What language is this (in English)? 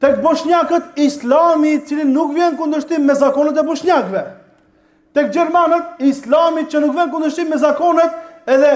Albanian